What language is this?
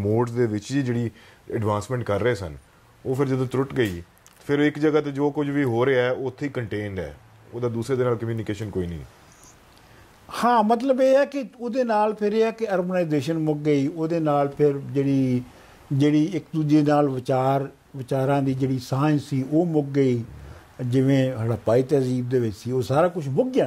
Punjabi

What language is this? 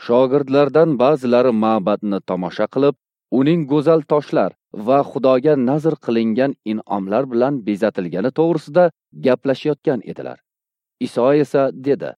Uzbek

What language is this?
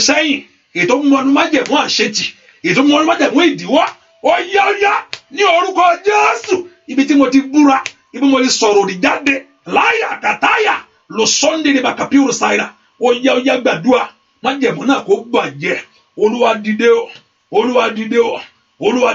Yoruba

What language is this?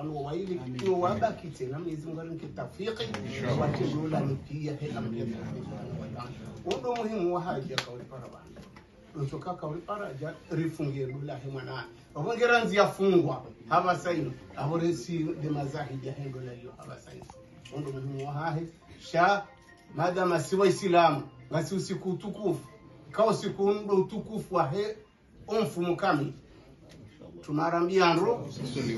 Swahili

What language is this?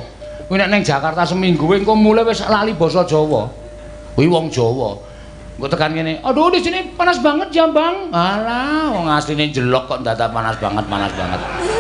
Javanese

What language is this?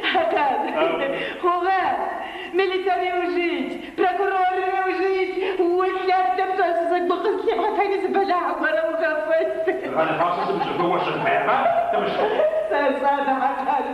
Adyghe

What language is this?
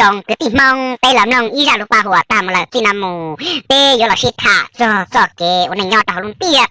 Hmong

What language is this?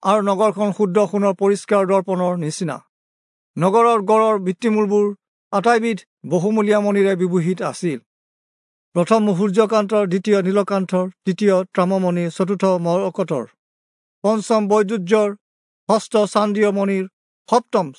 Assamese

